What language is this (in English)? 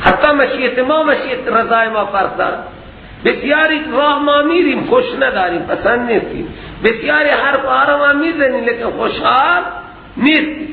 Persian